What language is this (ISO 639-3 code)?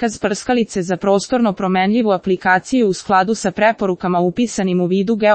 srp